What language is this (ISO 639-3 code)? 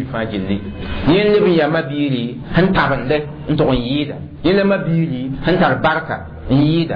mos